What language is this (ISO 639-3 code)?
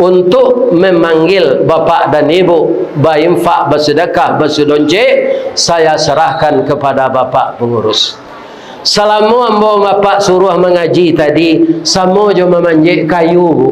min